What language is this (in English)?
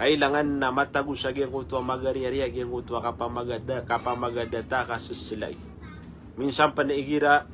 Maranao